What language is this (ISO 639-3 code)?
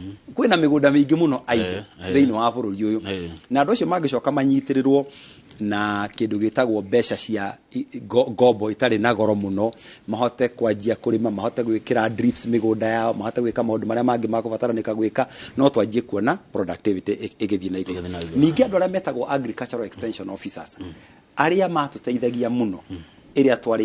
kik